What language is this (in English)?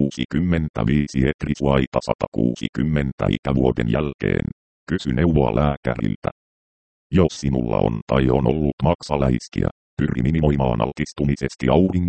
Finnish